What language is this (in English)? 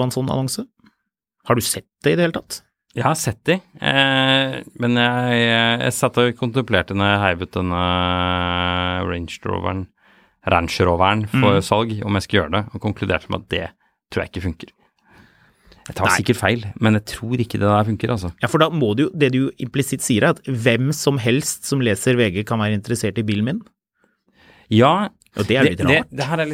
Norwegian